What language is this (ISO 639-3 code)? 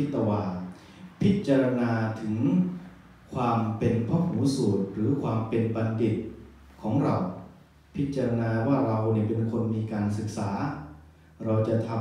tha